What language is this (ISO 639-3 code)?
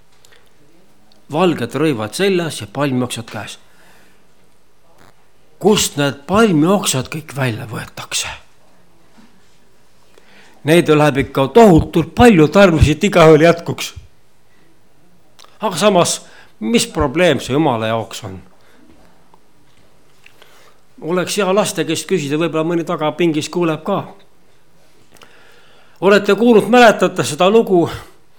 est